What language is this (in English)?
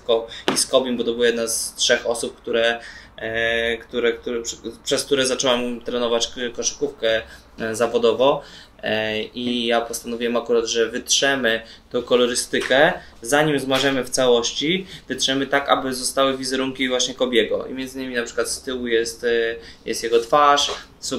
Polish